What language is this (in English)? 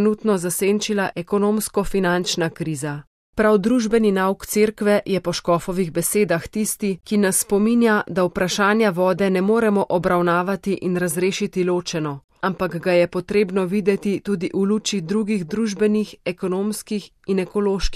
Slovenian